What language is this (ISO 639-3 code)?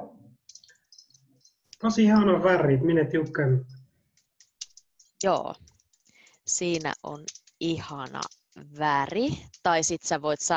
fin